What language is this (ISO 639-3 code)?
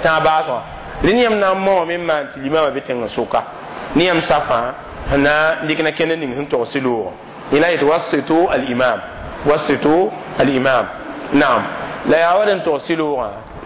mos